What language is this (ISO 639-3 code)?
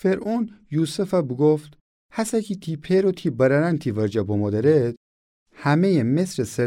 glk